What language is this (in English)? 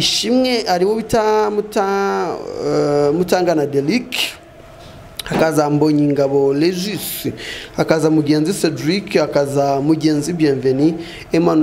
Kinyarwanda